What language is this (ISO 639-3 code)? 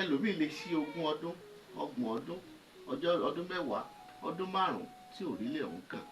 yor